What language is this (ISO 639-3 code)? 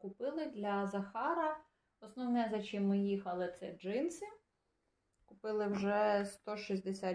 ukr